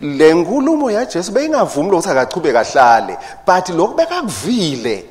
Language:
Swati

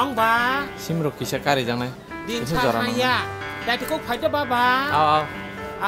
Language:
Kok Borok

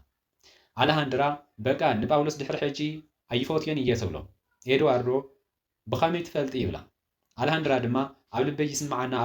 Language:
Tigrinya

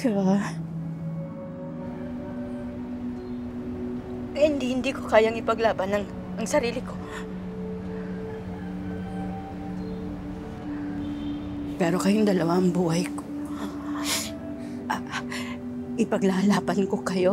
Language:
Filipino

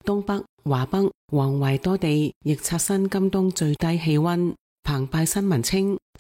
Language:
Cantonese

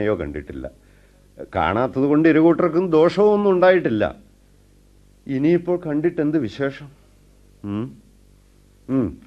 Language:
Malayalam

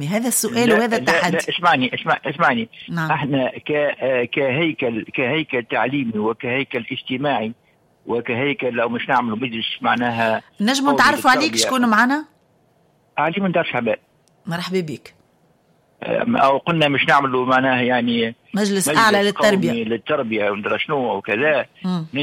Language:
Tunisian Arabic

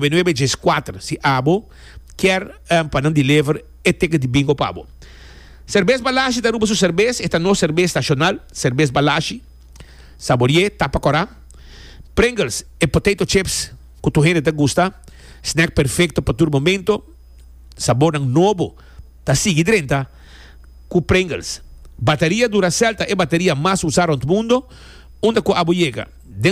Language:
Papiamento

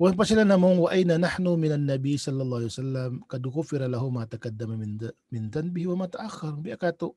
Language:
Tausug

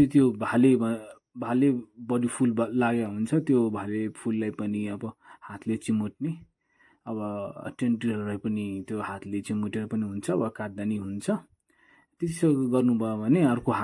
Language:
Nepali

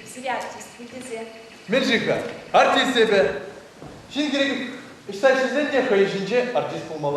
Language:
Chuvash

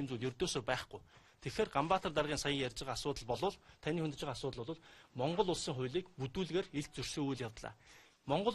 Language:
Mongolian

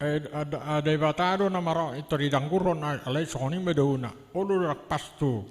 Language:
Batak Toba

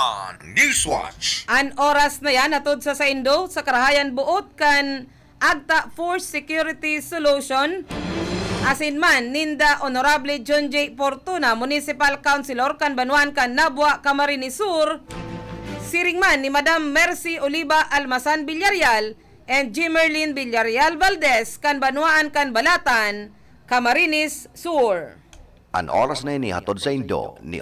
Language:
Bikol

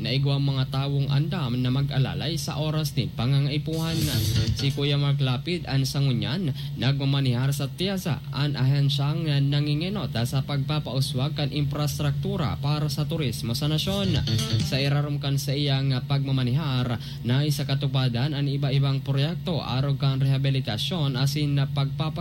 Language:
Bikol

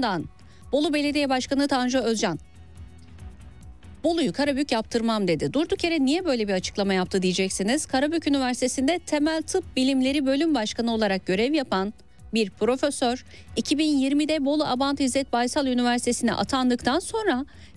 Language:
Turkish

